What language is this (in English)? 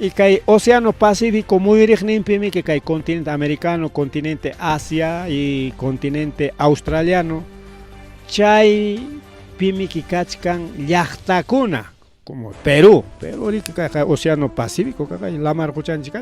Ayacucho Quechua